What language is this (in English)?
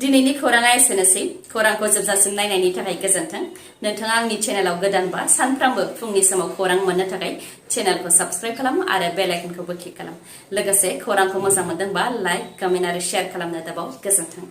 Bodo